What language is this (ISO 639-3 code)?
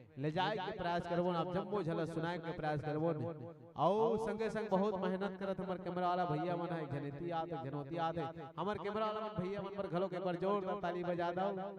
hne